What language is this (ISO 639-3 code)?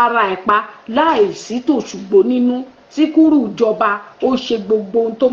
yor